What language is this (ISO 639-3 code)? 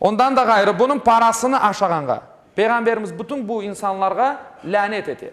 crh